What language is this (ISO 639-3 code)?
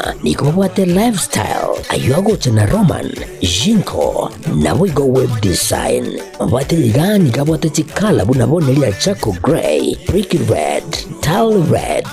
guz